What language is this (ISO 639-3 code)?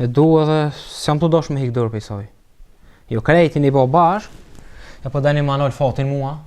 sqi